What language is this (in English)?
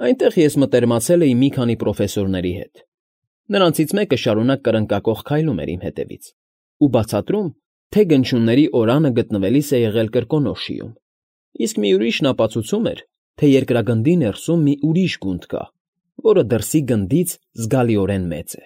Armenian